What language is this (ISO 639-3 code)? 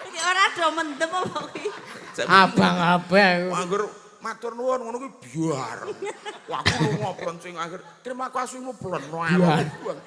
jav